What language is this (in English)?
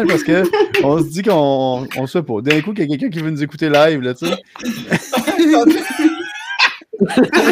French